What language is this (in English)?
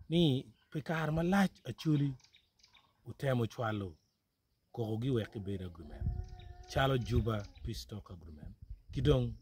Acoli